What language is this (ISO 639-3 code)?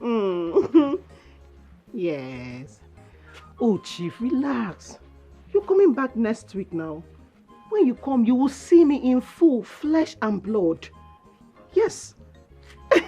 pcm